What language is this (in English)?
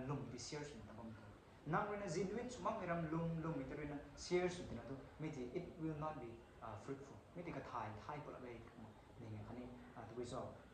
Rongmei Naga